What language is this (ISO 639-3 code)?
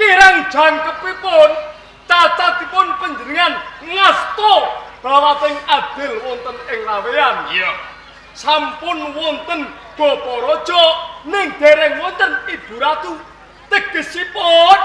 jav